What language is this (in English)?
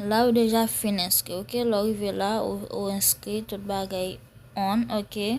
Haitian Creole